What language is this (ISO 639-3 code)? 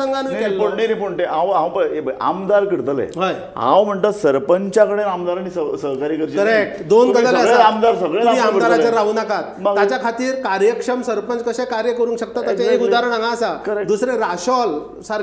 kok